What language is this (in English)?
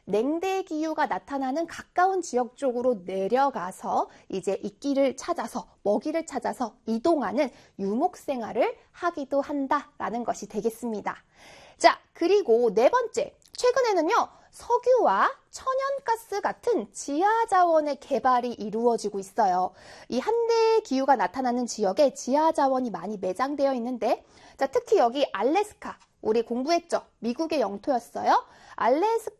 Korean